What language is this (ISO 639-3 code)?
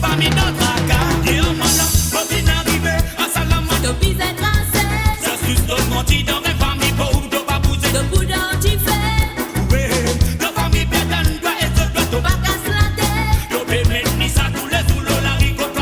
mfe